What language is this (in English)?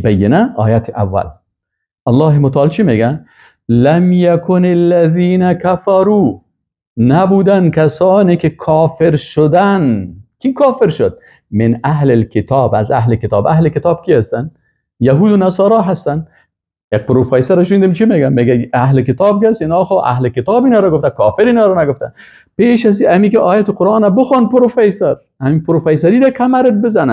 Persian